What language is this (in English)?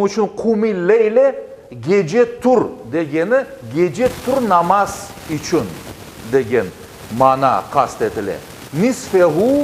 Crimean Tatar